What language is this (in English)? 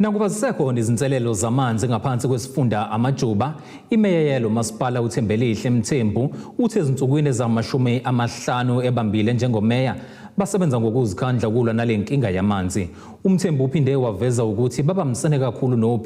Zulu